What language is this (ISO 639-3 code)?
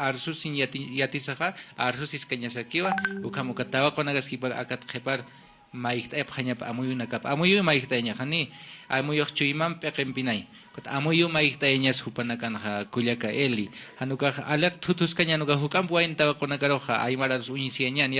aym